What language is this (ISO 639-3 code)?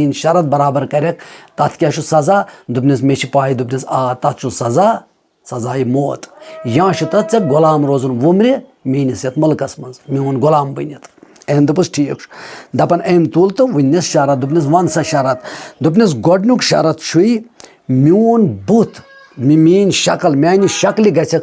kas